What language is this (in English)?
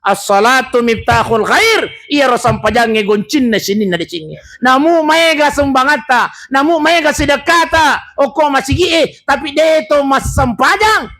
Buginese